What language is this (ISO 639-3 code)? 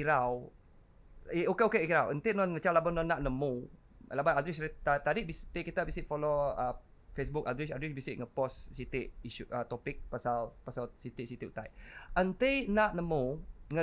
iba